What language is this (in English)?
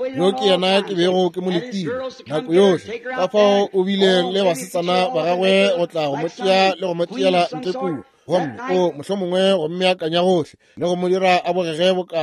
Northern Sotho